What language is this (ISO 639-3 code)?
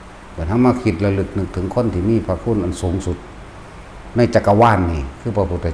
lao